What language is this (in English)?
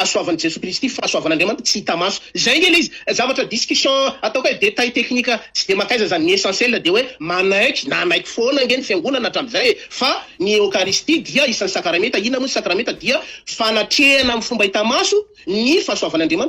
Malagasy